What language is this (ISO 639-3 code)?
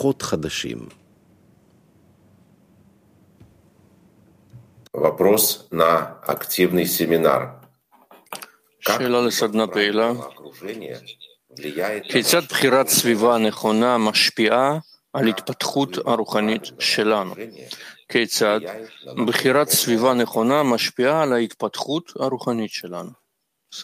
heb